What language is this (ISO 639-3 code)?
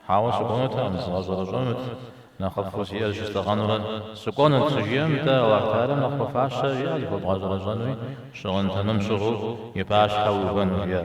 kbd